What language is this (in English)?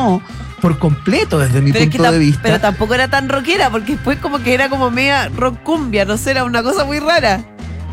Spanish